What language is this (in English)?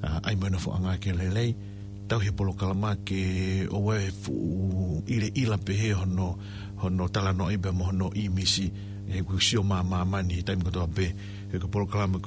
Tongan